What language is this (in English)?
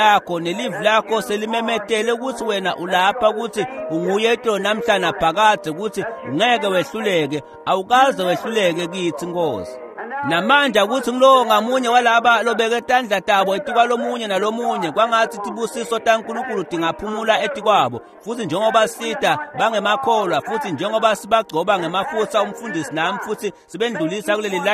Swati